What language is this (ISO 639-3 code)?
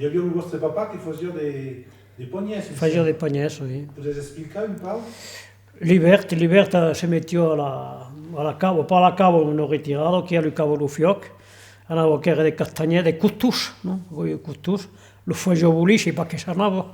oci